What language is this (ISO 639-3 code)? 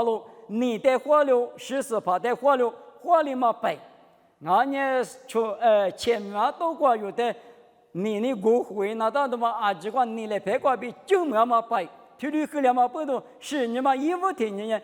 lis